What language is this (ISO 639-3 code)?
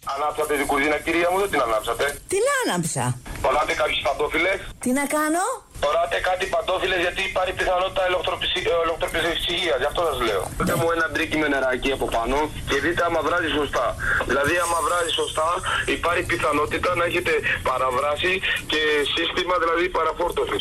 ell